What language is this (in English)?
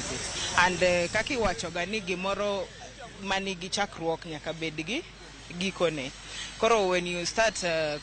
Luo (Kenya and Tanzania)